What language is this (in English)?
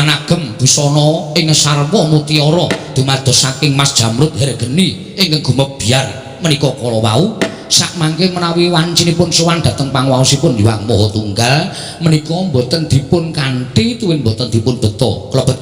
Javanese